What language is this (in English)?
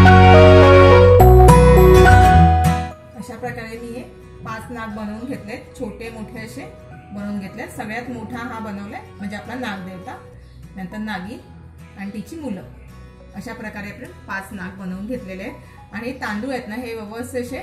Marathi